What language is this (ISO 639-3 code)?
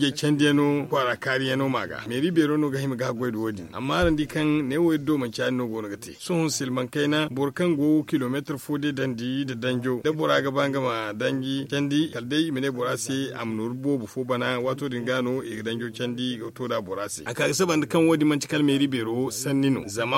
dje